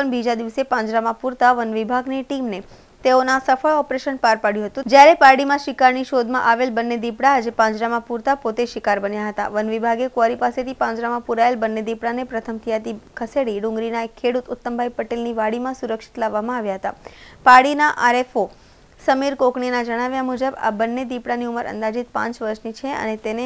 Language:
Gujarati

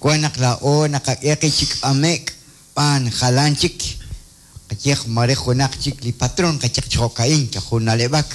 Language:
Kekchí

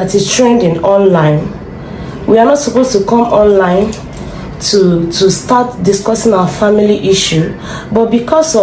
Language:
Igbo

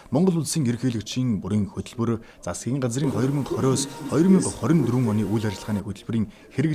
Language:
Mongolian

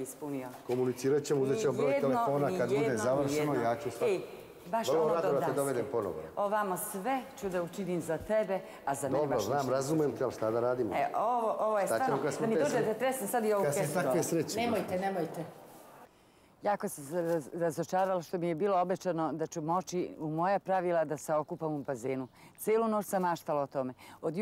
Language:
Serbian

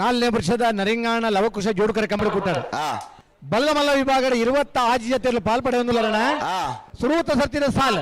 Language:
Tulu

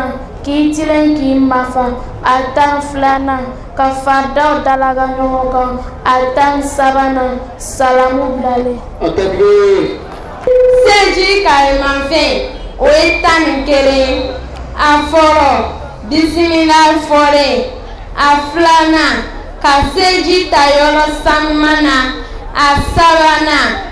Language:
Bambara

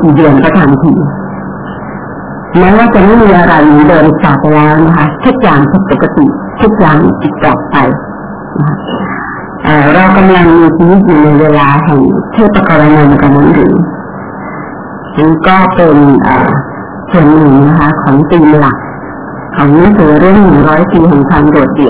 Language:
Thai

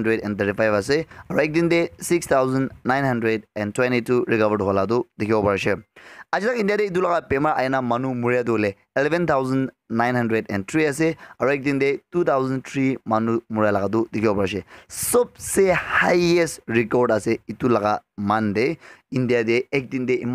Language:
Naga Pidgin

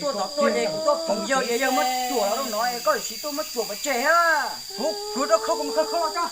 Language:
Hmong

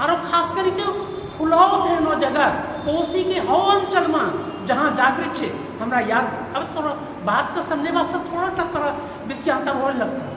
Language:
Angika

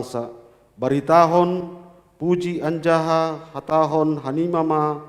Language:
Batak Simalungun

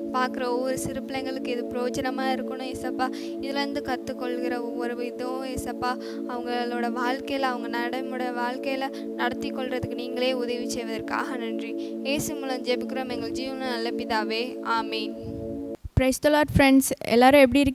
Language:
Tamil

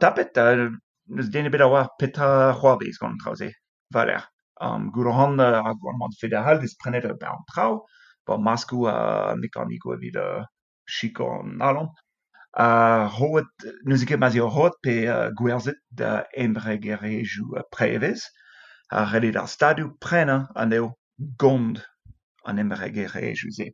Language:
Breton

